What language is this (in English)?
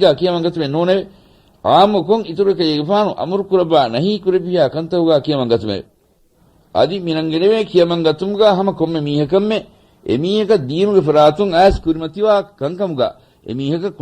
Divehi